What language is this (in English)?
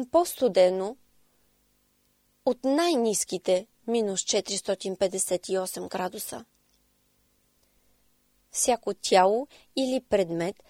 Bulgarian